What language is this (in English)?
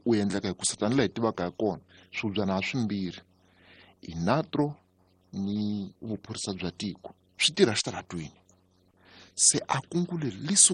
Tsonga